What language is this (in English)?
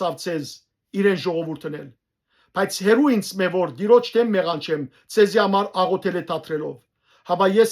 Western Armenian